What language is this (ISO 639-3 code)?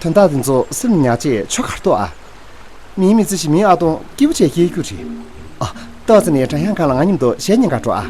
bod